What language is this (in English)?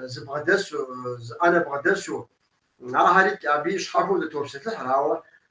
Kabardian